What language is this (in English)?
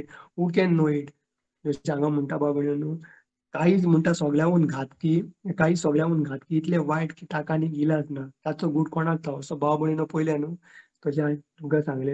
Konkani